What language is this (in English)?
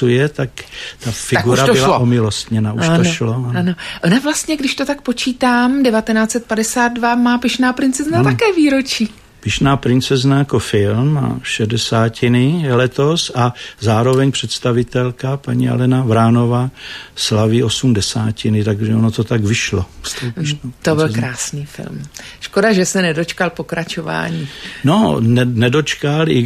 Czech